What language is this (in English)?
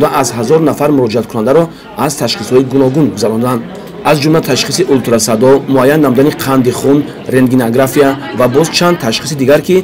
Tajik